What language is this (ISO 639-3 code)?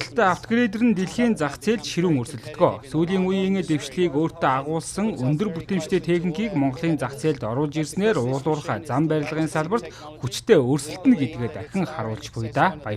mon